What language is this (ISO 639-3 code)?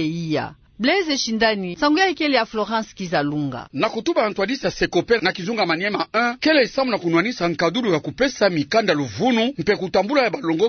ktu